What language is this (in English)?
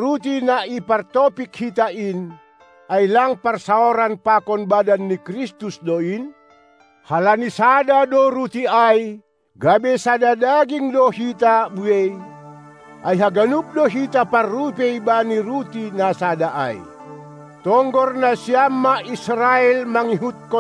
Batak Simalungun